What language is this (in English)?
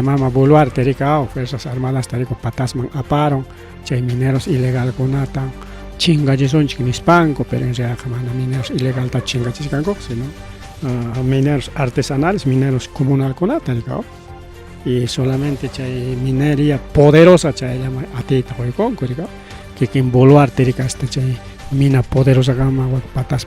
Ayacucho Quechua